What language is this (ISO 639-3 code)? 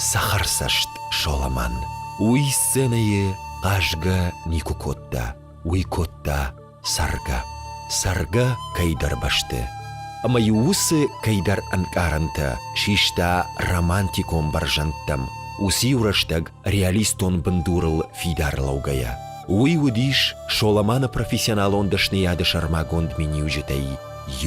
oss